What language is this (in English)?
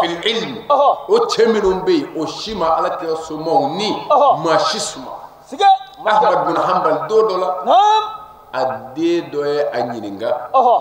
Bambara